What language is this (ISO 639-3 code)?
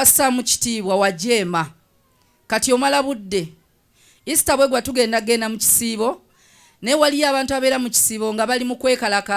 lug